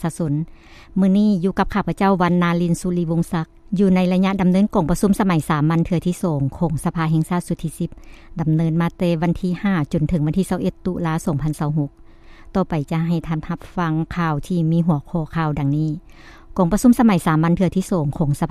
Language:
Lao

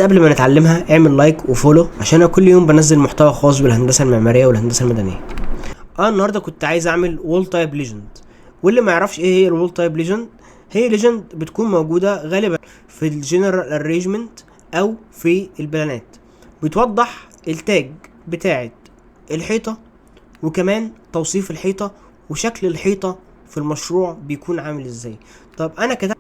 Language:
Egyptian Arabic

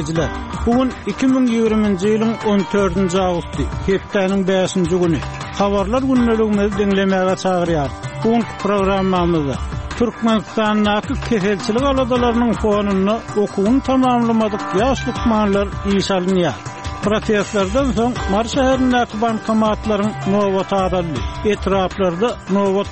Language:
Turkmen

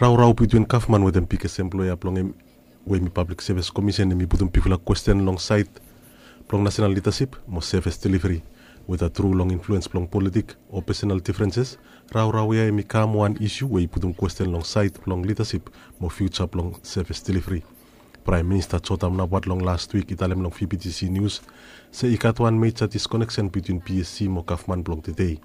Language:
Bislama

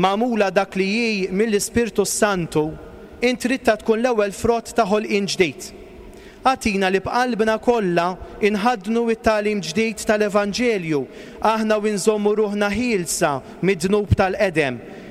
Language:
Maltese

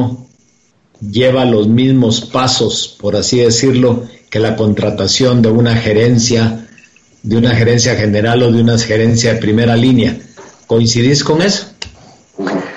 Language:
Spanish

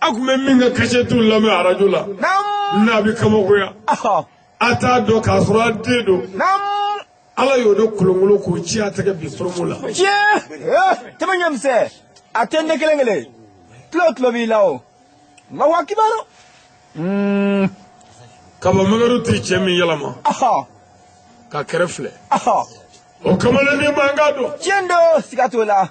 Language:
Bambara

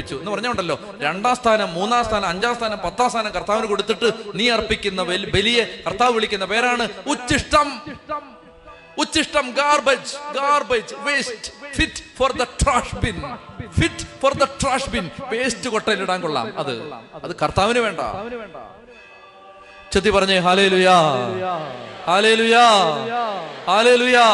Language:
Malayalam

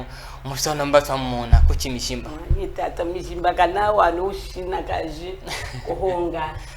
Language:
Chokwe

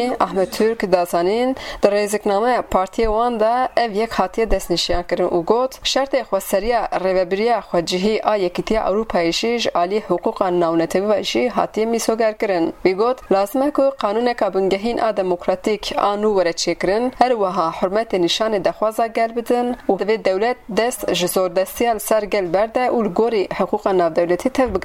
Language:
Kurdish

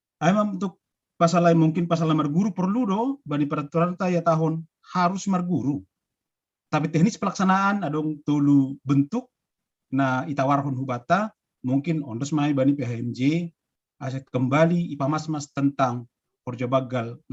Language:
Batak Simalungun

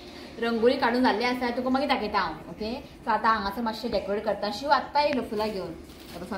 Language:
Konkani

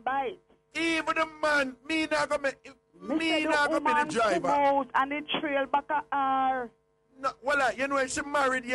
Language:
Jamaican Creole English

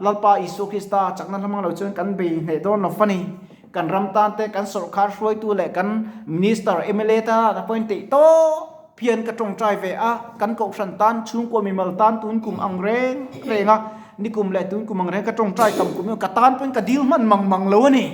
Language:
Mizo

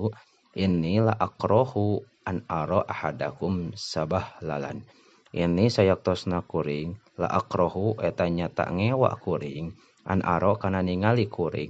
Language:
Sundanese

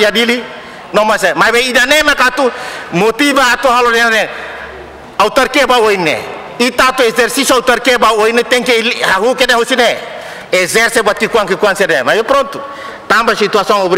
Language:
Tetum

